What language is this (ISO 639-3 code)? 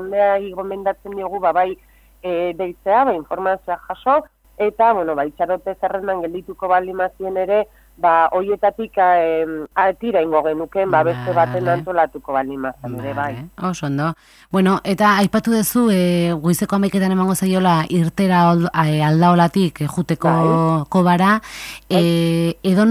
eus